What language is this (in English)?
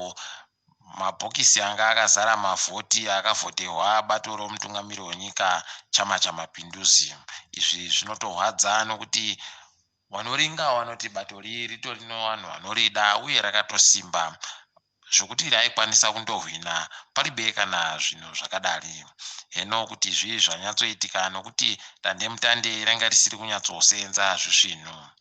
Ndau